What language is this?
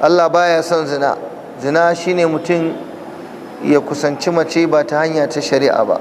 Hausa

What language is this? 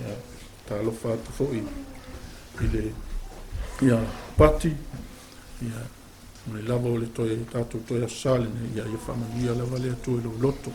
Samoan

